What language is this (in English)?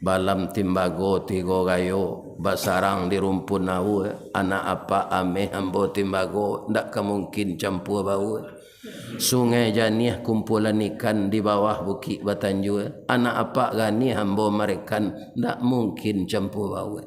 Minangkabau